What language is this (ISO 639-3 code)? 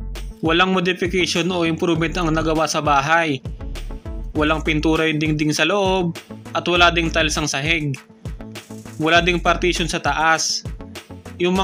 fil